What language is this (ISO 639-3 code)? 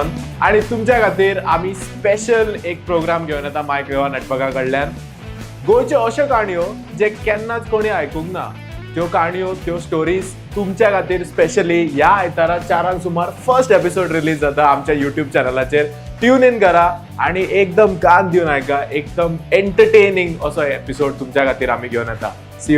kok